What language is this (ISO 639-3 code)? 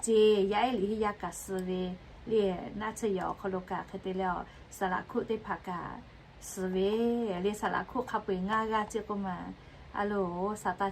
lhu